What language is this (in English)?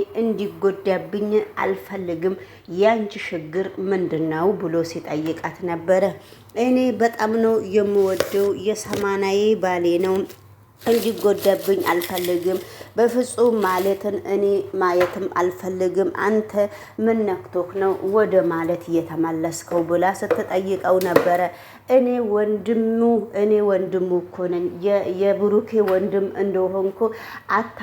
Amharic